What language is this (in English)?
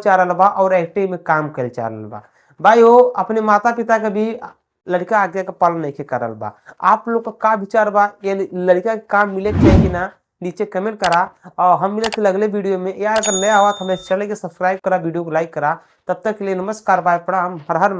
Bhojpuri